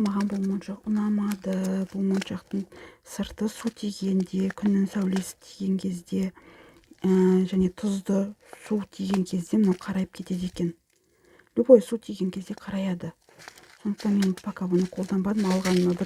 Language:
Kazakh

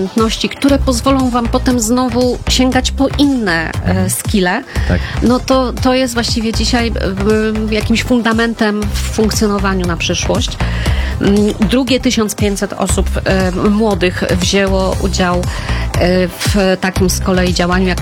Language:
Polish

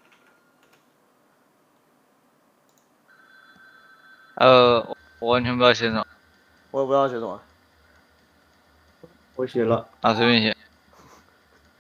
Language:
Chinese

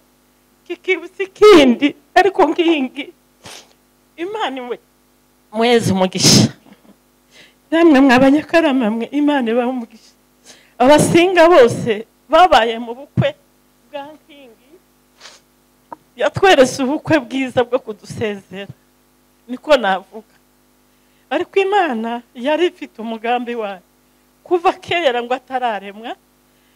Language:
Kinyarwanda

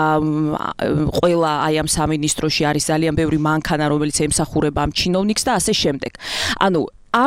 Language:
Georgian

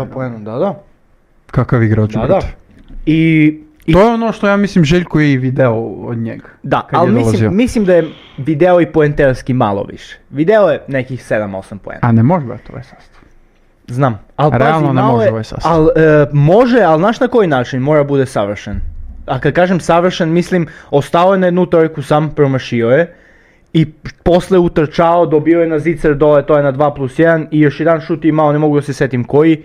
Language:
Serbian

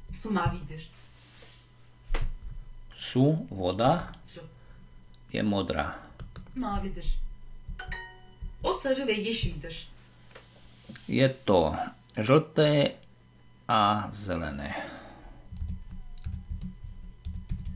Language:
Slovak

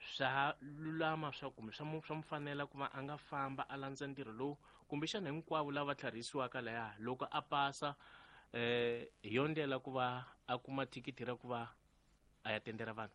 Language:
Tsonga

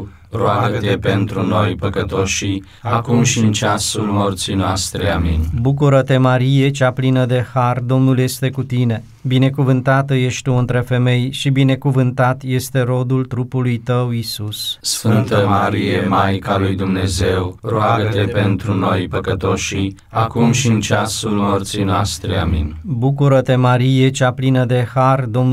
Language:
Romanian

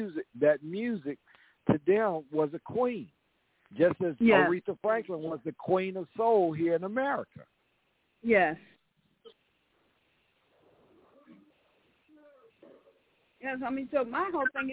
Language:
English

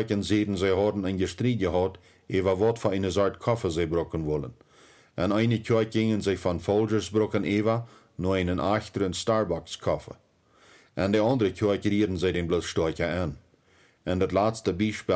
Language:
Plautdietsch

